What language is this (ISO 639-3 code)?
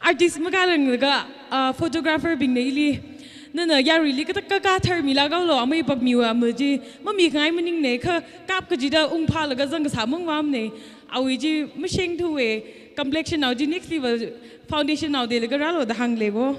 nmf